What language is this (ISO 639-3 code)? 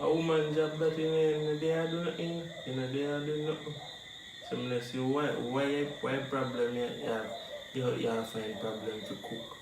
jam